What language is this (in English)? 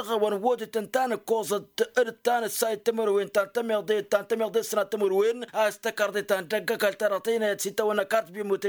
Tamasheq